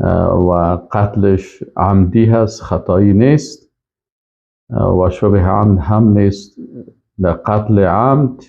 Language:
Persian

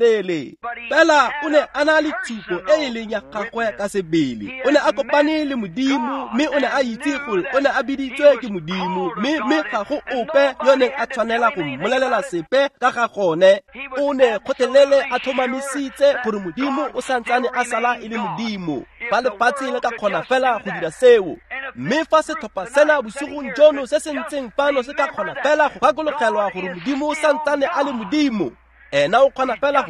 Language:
Tswana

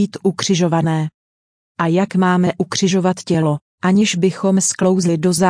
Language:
Czech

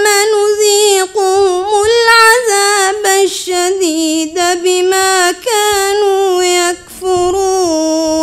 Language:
Arabic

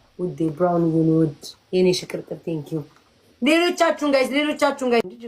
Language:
Amharic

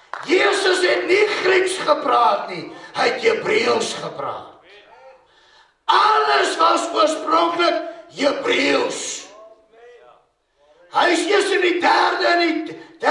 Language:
Afrikaans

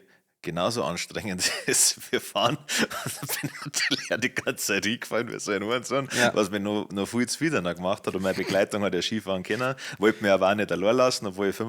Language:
Bavarian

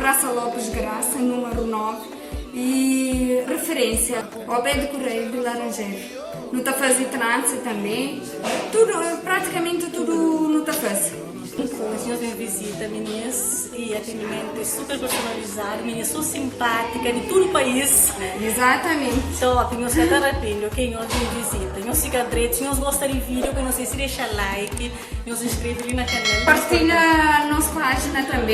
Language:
Kabuverdianu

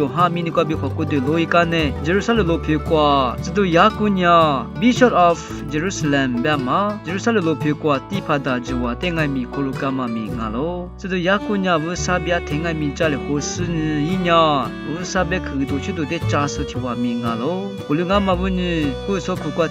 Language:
Lisu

